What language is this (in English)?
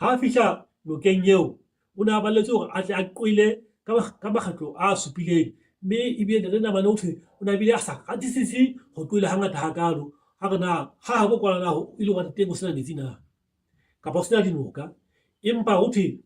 Southern Sotho